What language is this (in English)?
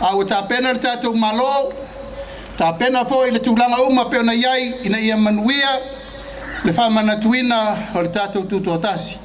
Samoan